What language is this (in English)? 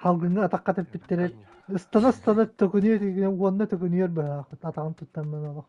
Yakut